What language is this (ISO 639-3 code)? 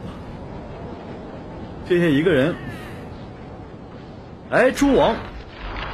zho